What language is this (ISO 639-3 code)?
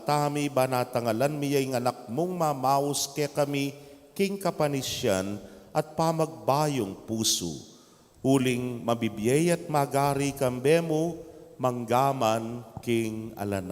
pam